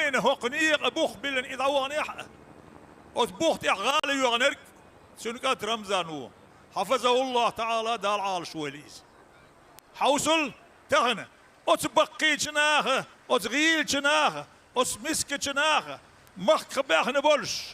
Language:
Chechen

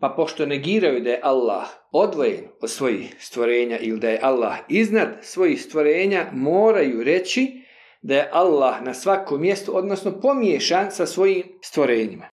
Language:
Bosnian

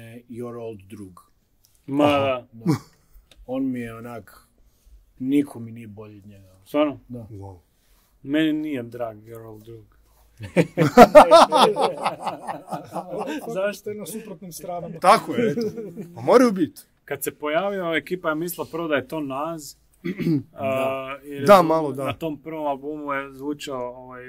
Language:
Croatian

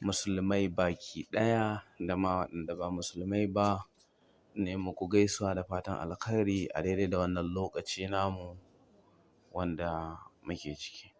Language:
Hausa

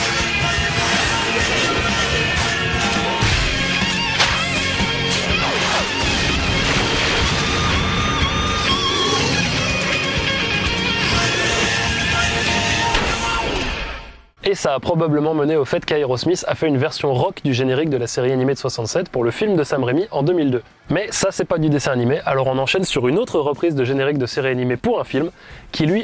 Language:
French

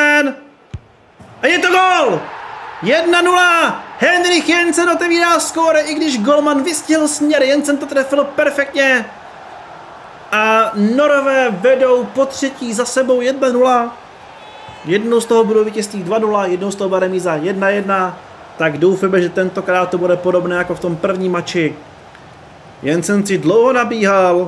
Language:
Czech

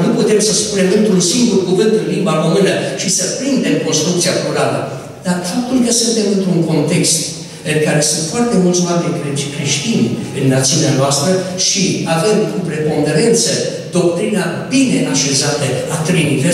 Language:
Romanian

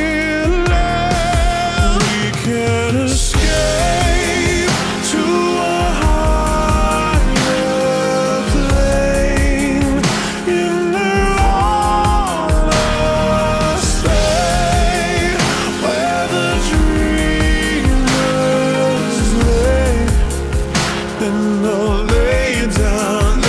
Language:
English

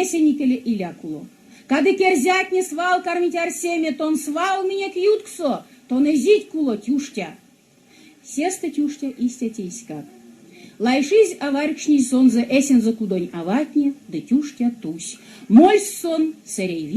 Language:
Erzya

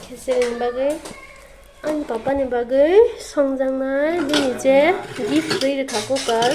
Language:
Kok Borok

